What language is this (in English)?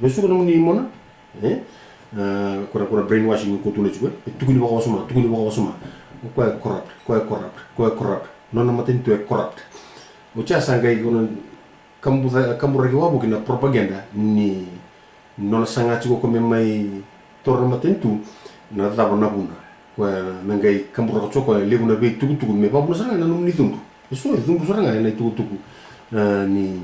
Fijian